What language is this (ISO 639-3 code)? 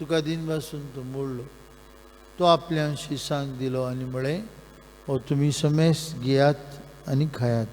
kok